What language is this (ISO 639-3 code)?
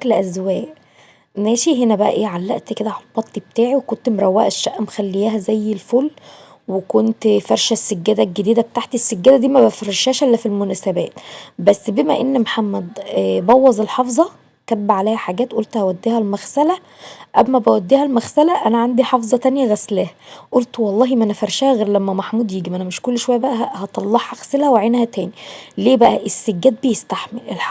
arz